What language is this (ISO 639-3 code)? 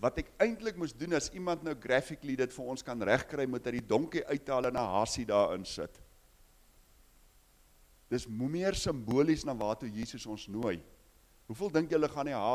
afr